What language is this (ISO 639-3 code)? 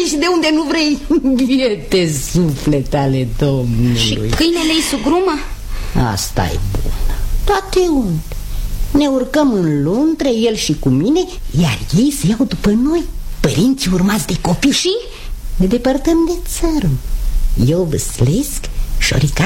ron